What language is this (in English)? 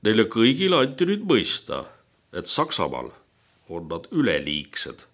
Estonian